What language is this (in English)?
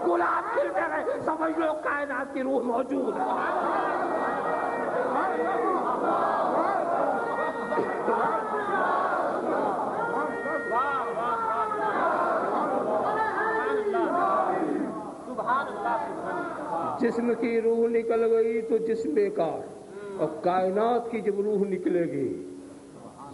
Urdu